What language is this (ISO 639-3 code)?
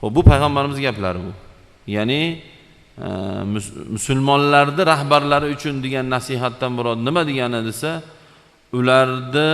uzb